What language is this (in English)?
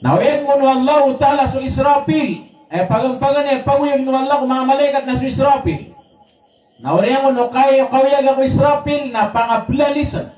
Maranao